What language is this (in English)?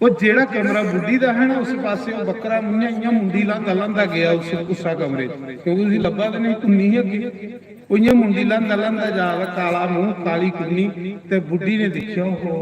Dogri